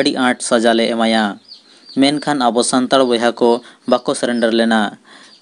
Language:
Santali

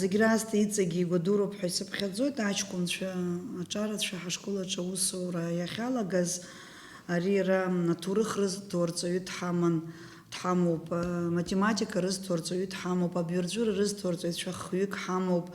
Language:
Abkhazian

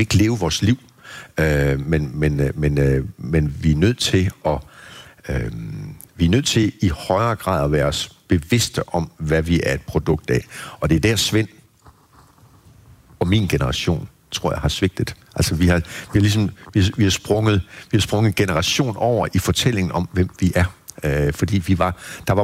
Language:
Danish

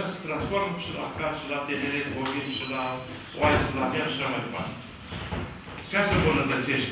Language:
Romanian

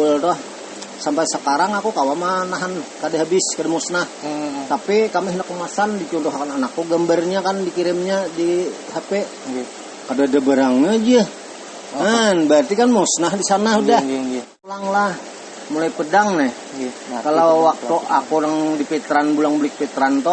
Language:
Banjar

